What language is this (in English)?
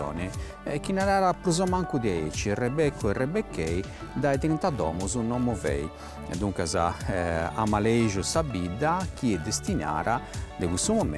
Sardinian